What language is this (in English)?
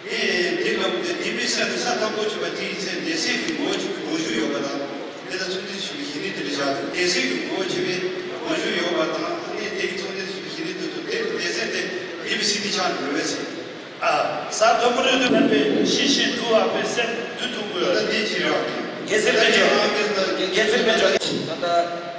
Tibetan